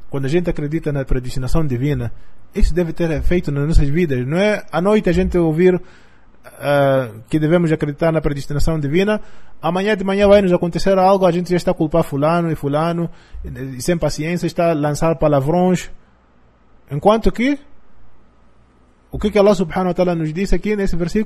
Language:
Portuguese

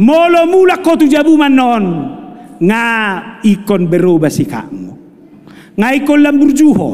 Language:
Batak Toba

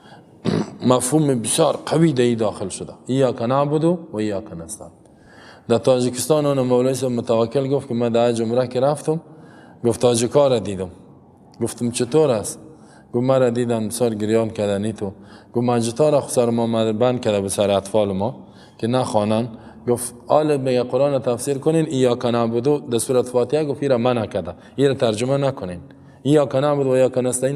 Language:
Persian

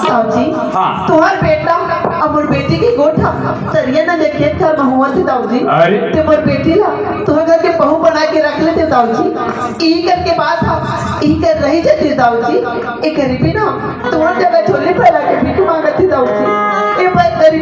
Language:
Chhattisgarhi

